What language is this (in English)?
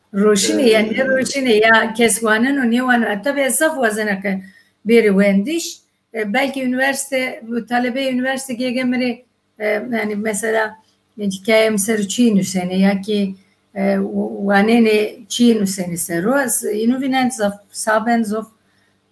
Zaza